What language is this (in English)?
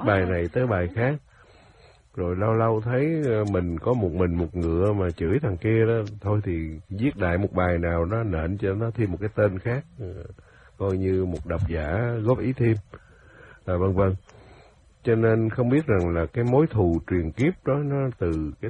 Vietnamese